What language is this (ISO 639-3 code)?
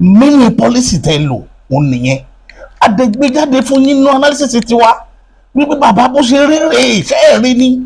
yor